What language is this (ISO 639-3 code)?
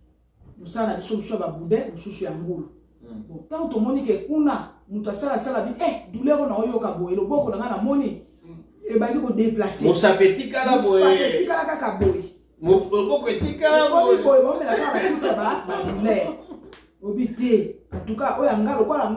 lin